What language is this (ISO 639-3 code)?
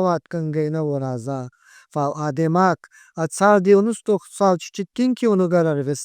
oss